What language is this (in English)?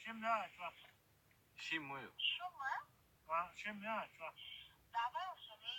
Chechen